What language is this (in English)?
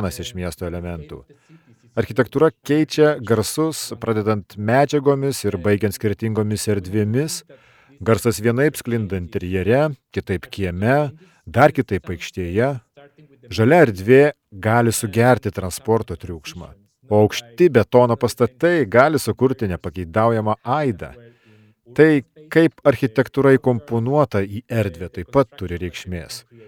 Lithuanian